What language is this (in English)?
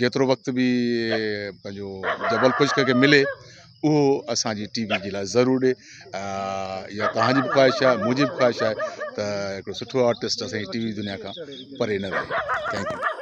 Sindhi